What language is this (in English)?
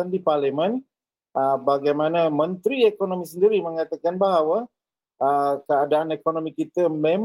Malay